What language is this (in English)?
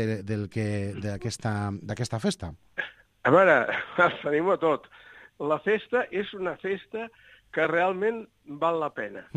Catalan